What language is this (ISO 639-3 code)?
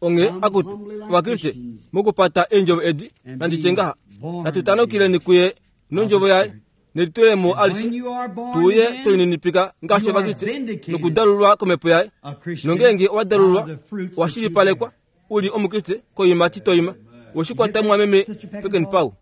kua